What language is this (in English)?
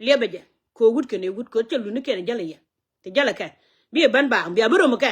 Nuer